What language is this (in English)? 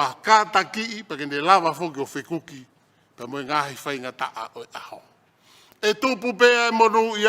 Tongan